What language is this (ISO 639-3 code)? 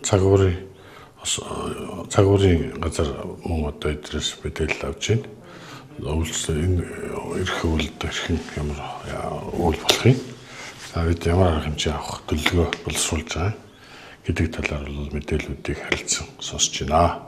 mon